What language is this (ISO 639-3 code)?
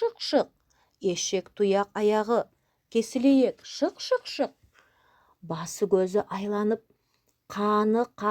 nog